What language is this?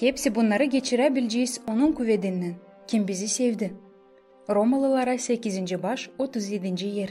Gagauz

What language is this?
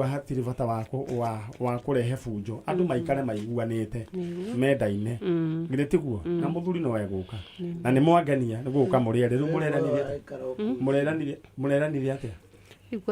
Kikuyu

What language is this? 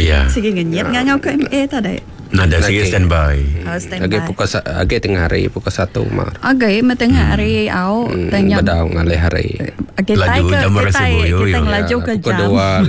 Iban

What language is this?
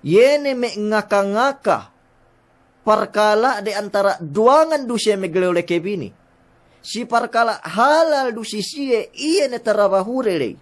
Yakan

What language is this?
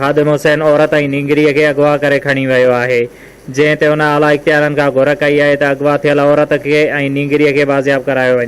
Sindhi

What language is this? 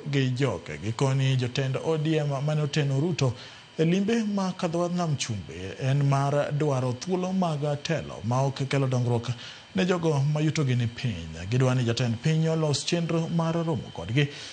Luo (Kenya and Tanzania)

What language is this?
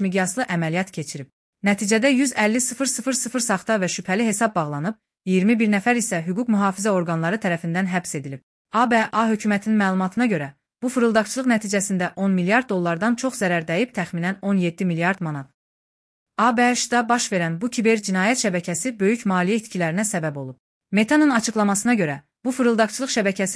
Azerbaijani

